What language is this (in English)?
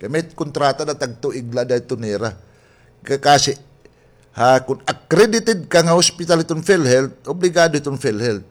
Waray